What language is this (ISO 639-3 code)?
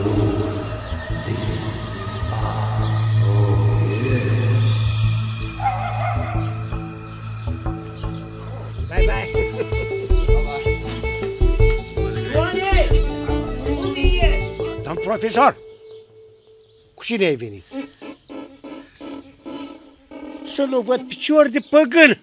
ron